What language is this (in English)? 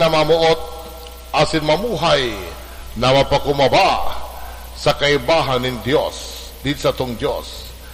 Bikol